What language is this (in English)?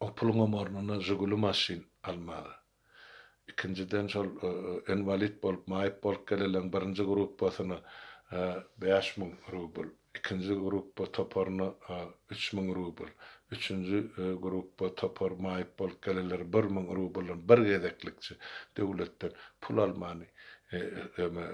Turkmen